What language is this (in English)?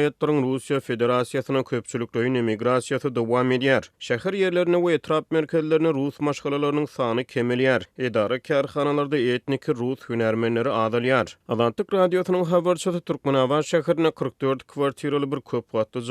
Turkmen